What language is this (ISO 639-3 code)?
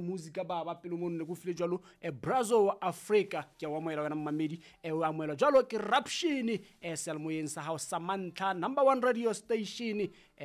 sot